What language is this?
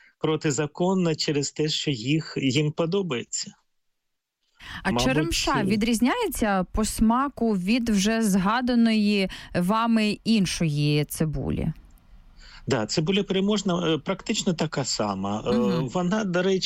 Ukrainian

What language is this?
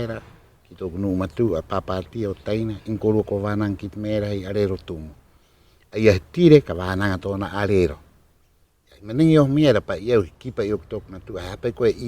Rapanui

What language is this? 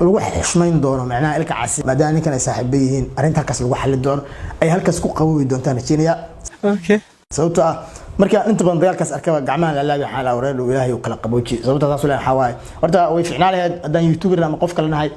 Somali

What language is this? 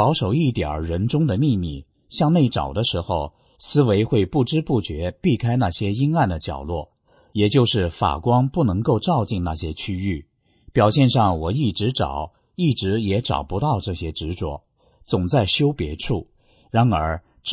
Chinese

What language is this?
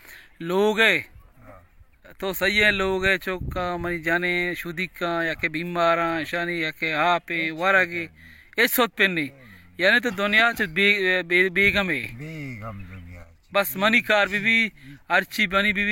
Baluchi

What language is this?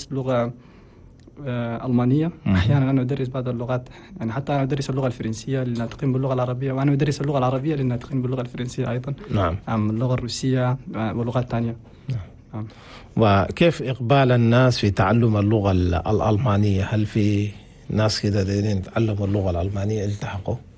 Chadian Arabic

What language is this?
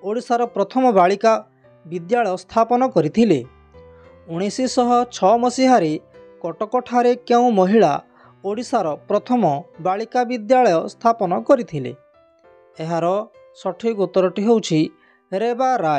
Odia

